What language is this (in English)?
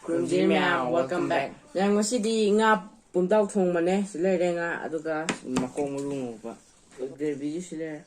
Manipuri